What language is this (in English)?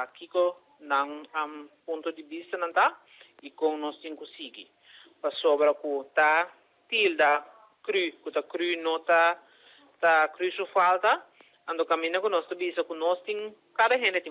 Papiamento